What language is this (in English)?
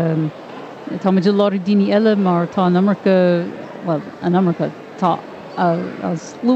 Irish